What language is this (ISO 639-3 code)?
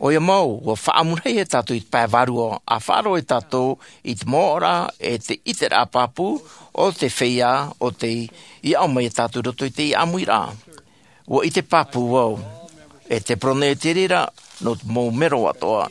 tah